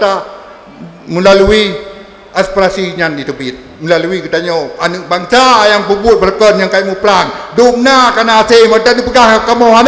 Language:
Achinese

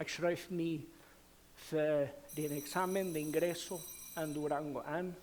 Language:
Plautdietsch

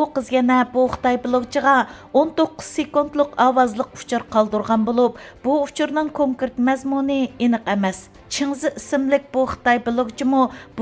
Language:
Uyghur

